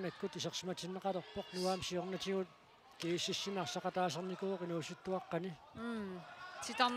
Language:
Kalaallisut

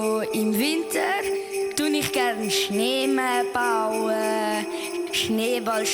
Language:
Swiss German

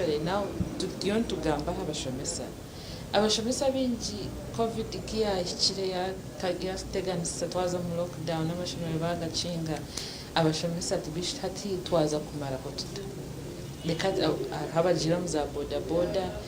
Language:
Nyankole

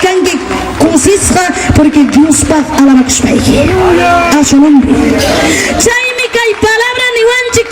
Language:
Ayacucho Quechua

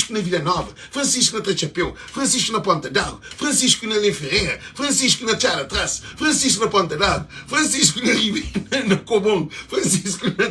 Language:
Kabuverdianu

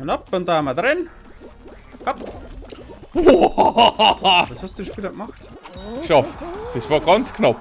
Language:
Bavarian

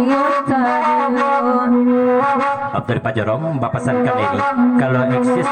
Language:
Minangkabau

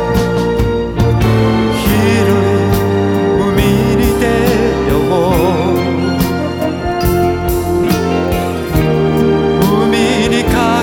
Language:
Japanese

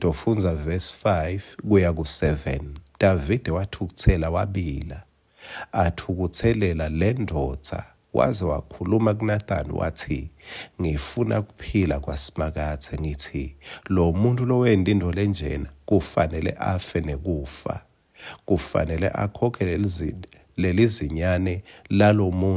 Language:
Swati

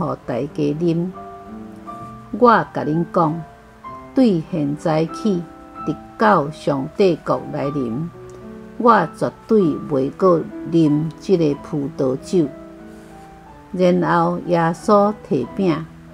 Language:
Min Nan Chinese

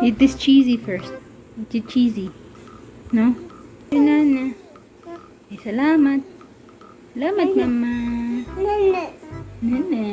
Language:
Cebuano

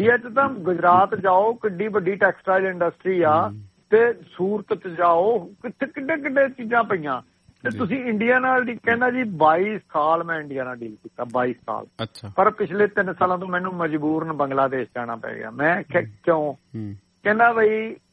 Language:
Punjabi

